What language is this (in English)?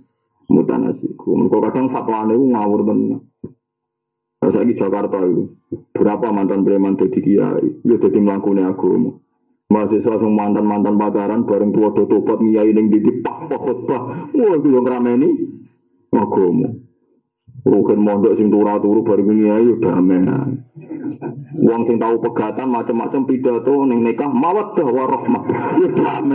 Javanese